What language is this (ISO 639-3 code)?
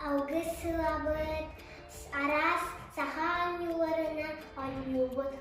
sah